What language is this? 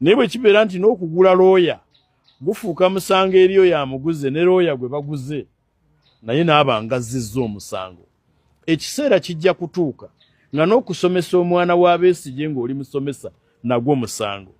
Ganda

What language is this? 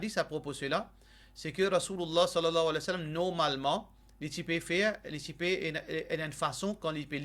Morisyen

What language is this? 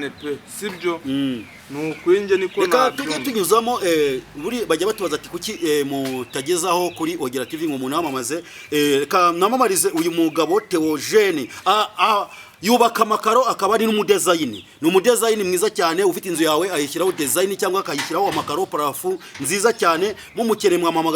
Kinyarwanda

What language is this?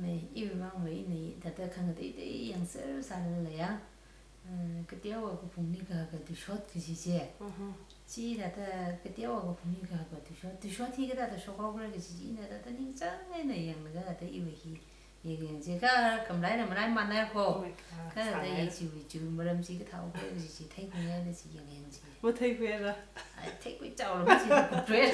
Tangkhul Naga (India)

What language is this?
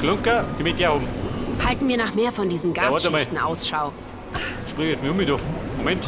Bavarian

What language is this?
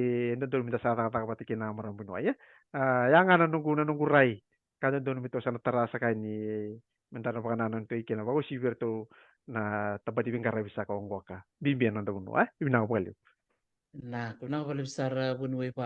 Fijian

